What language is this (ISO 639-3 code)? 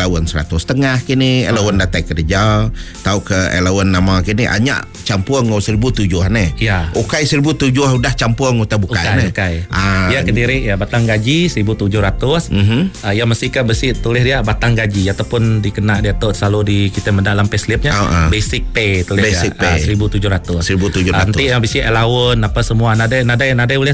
iba